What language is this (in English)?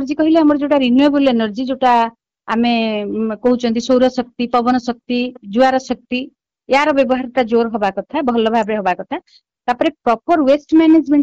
Odia